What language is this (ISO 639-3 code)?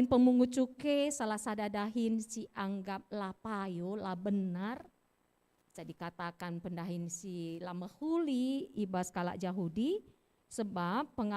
btx